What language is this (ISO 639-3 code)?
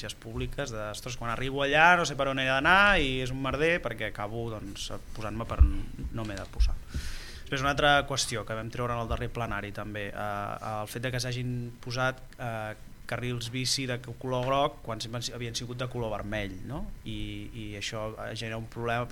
cat